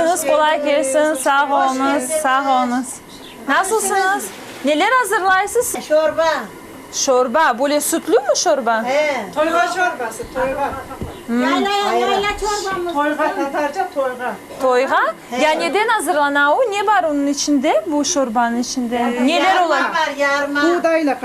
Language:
Crimean Tatar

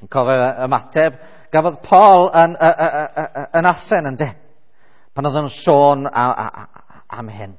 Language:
Welsh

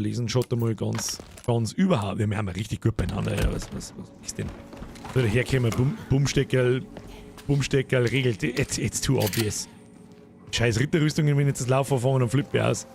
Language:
Bavarian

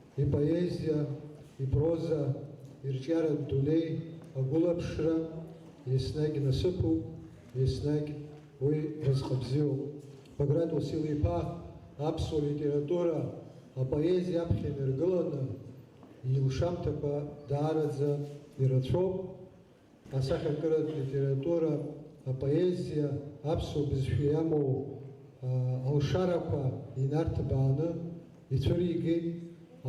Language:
Abkhazian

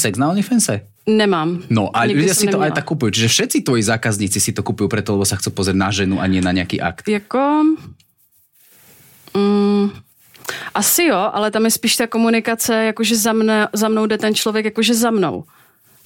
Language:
Slovak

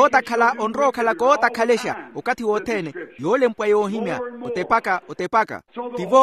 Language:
Makhuwa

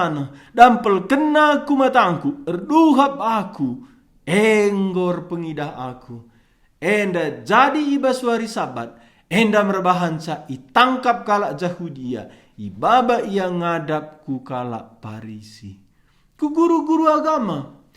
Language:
Batak Karo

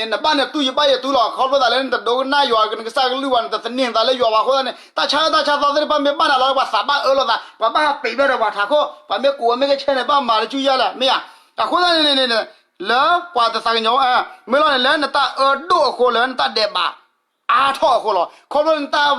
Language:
S'gaw Karen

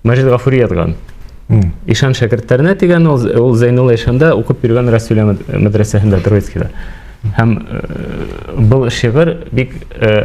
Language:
Bashkir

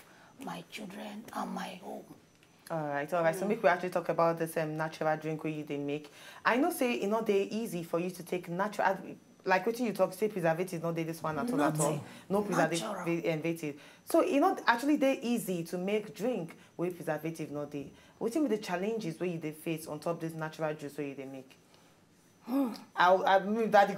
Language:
Nigerian Pidgin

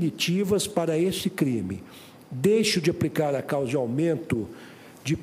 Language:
Portuguese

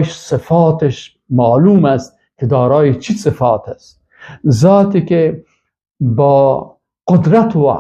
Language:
Persian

